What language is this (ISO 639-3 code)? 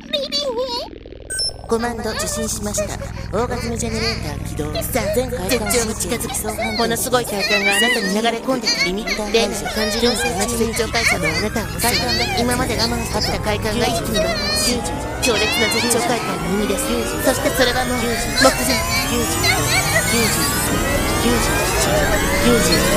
jpn